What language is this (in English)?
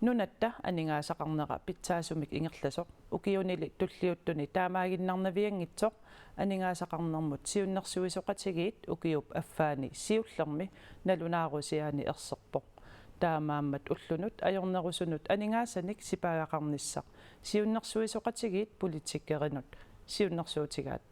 Kalaallisut